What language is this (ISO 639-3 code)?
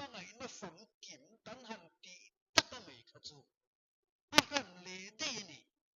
lus